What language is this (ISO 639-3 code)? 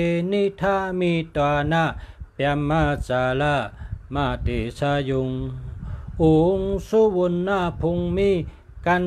shn